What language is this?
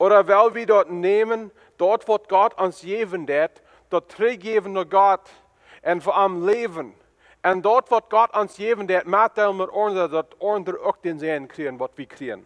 Plautdietsch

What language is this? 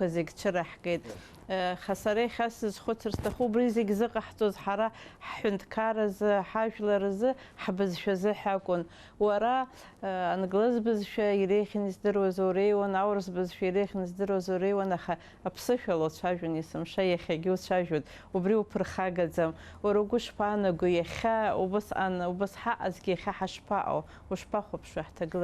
Abkhazian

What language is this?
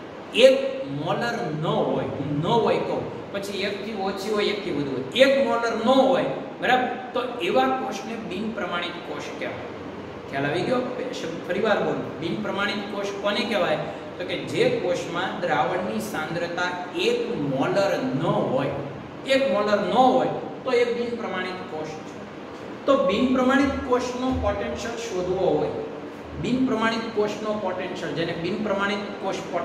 Gujarati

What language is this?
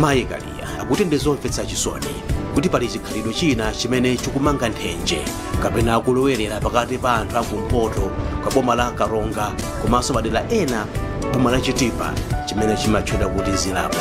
Nyanja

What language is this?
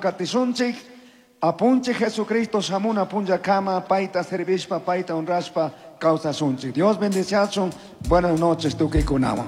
Chimborazo Highland Quichua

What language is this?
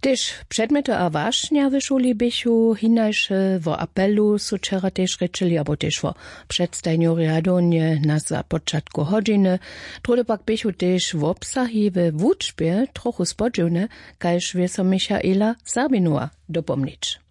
Upper Sorbian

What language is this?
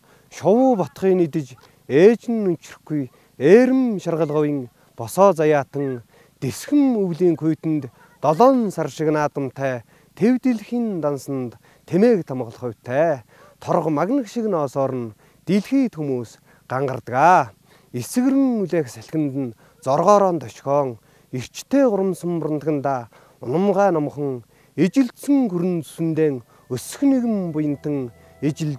Mongolian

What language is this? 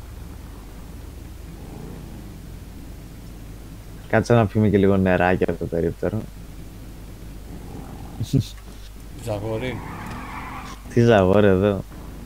Greek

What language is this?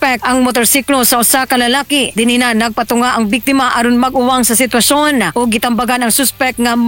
Cebuano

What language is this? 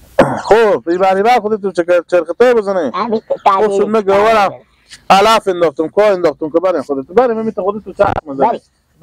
Hazaragi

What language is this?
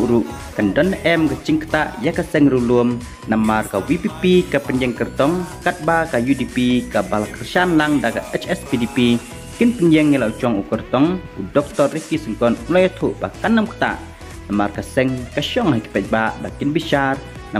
Khasi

